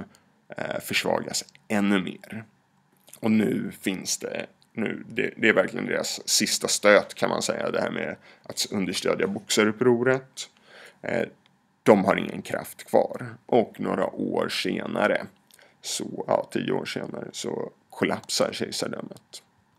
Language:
Swedish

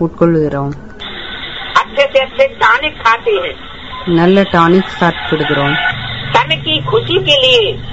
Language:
Tamil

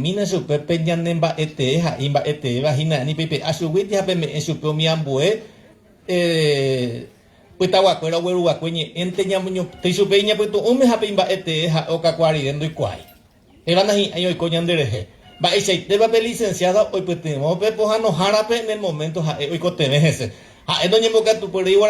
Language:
Guarani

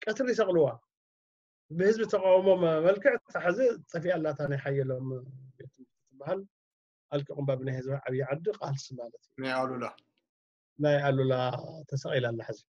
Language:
Tigrinya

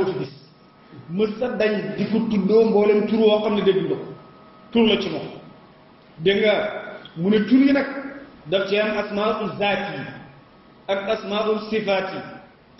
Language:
Wolof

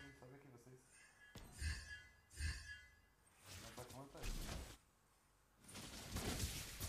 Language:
Portuguese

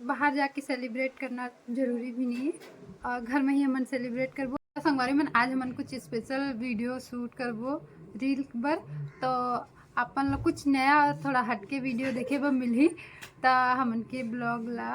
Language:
Chhattisgarhi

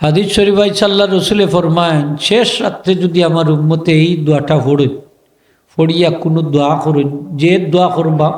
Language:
Sylheti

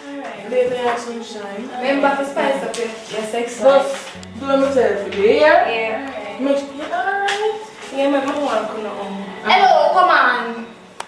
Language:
Jamaican Creole English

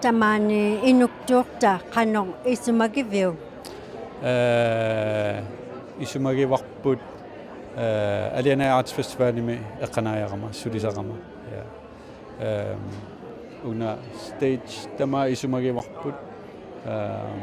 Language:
Inuktitut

